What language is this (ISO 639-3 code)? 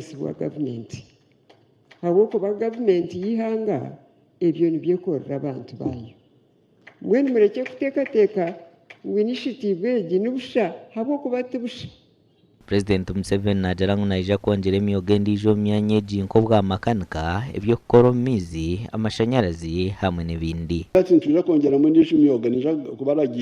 nyn